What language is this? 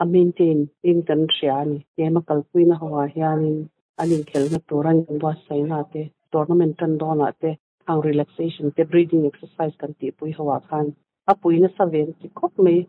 Mizo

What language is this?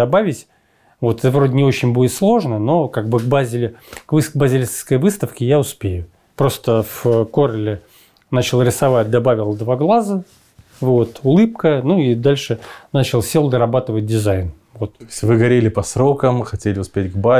Russian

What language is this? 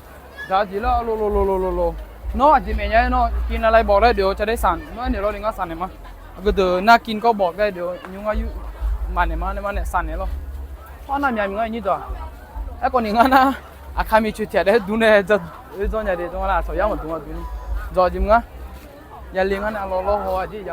Akha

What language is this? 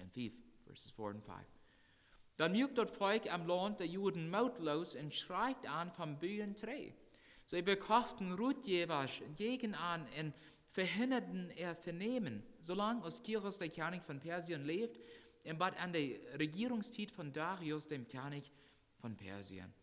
Plautdietsch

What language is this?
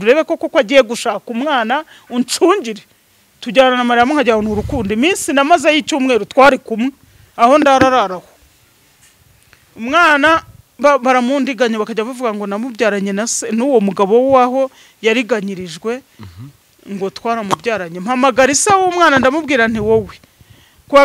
Kinyarwanda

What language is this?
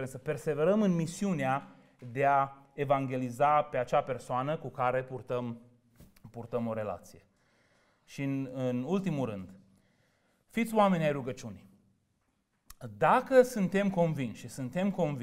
Romanian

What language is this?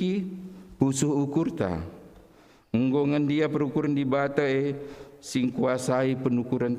Batak Karo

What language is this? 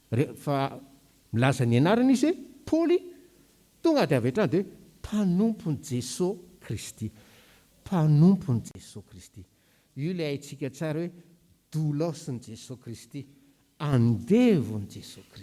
Malagasy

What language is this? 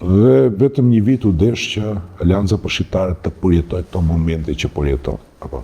Albanian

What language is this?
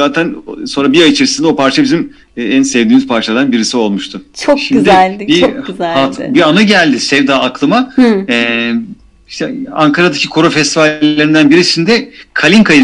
Turkish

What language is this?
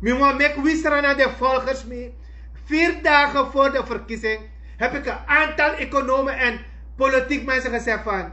Sranan Tongo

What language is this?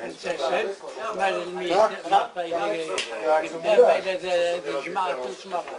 Kabyle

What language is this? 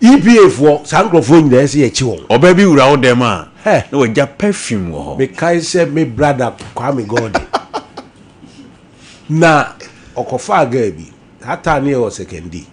Akan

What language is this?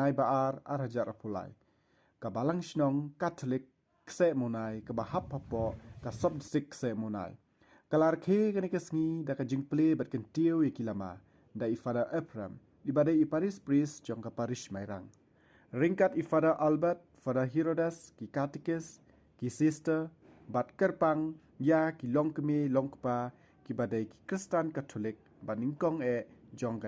Khasi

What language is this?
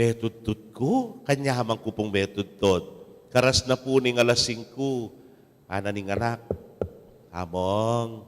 Pampanga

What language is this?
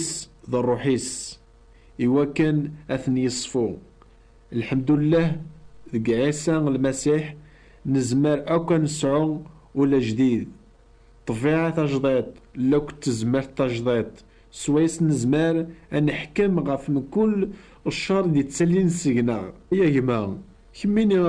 Kabyle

